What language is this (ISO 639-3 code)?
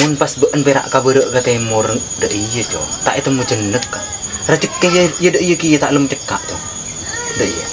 mad